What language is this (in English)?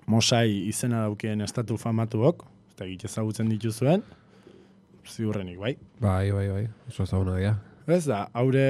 Basque